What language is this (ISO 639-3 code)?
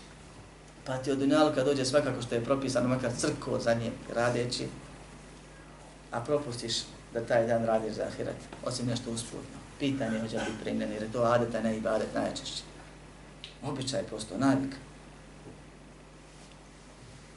bos